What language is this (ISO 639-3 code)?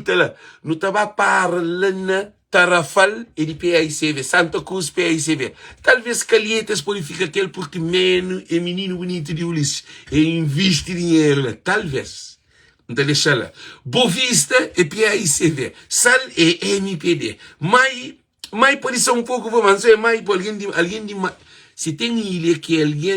kea